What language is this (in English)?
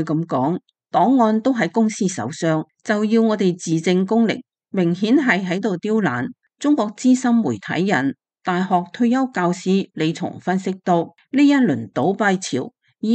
Cantonese